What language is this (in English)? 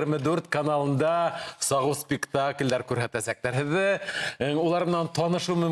Bashkir